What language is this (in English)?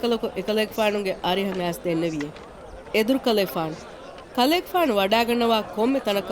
Divehi